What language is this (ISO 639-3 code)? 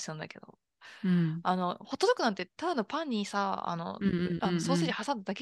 jpn